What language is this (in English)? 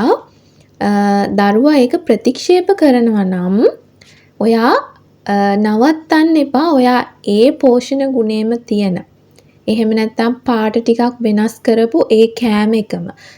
Sinhala